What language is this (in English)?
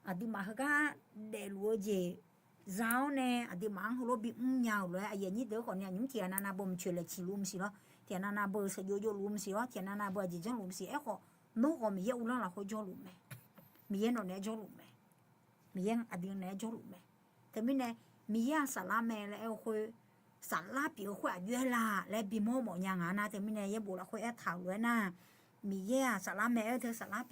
Akha